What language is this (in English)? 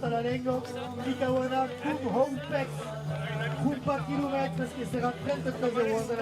Occitan